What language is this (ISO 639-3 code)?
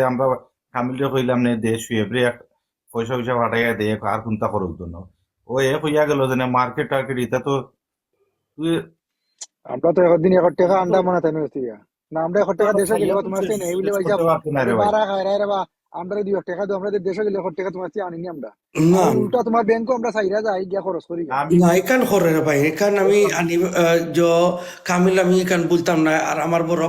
syl